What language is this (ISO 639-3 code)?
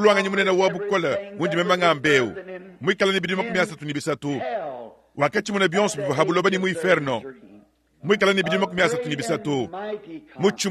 lua